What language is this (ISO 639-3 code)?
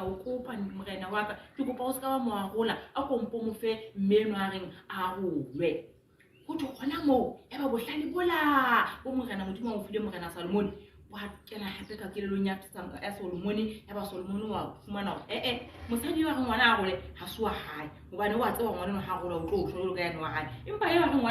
sot